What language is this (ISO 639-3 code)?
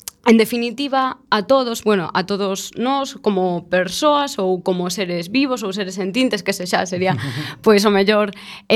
glg